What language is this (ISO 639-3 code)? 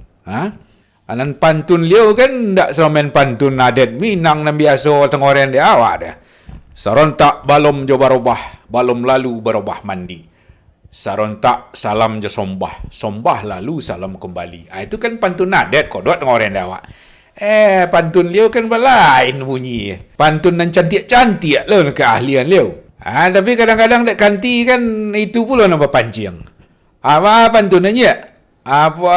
min